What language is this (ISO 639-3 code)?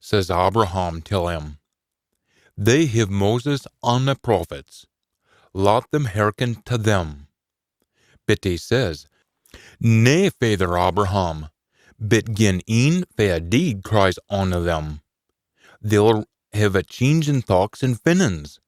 sco